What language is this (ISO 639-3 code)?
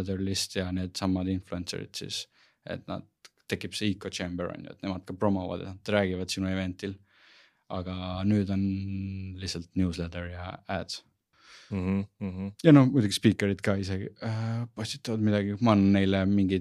est